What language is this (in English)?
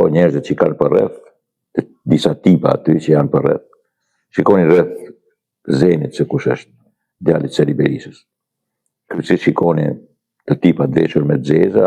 Albanian